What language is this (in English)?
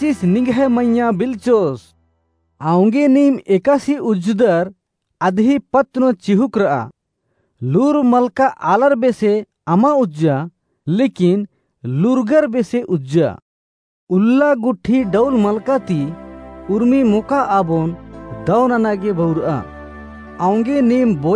Kurukh